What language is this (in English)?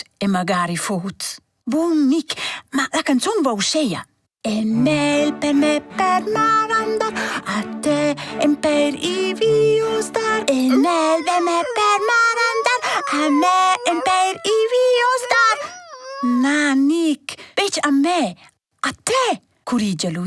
Romansh